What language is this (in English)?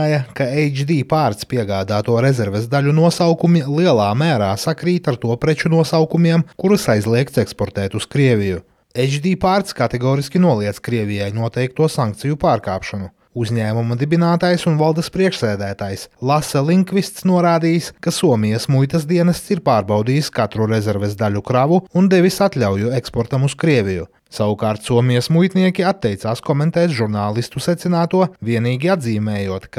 Latvian